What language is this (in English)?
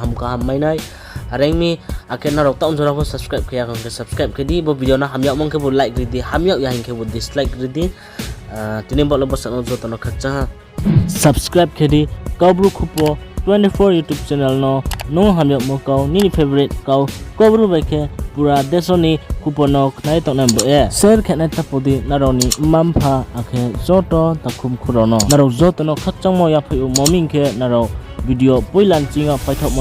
Riang (India)